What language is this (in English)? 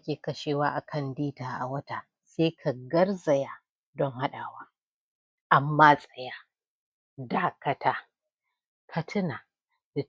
Hausa